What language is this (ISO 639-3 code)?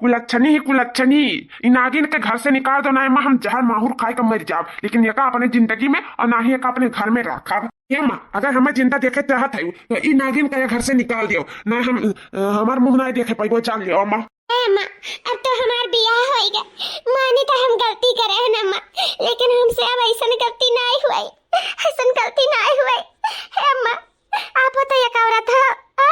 awa